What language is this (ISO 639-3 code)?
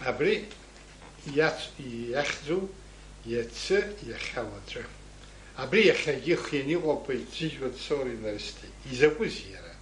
abk